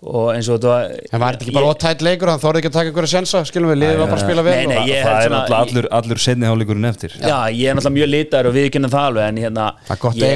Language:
Icelandic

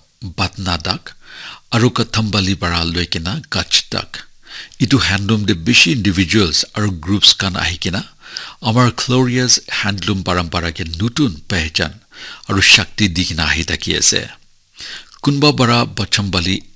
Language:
Naga Pidgin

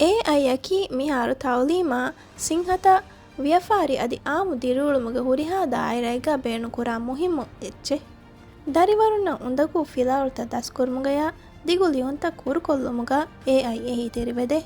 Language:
Divehi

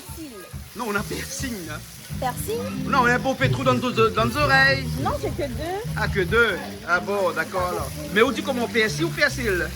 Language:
Réunion Creole French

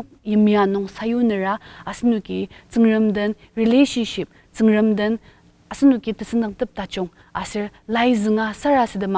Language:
Ao Naga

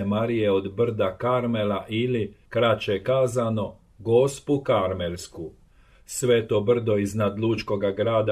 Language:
Croatian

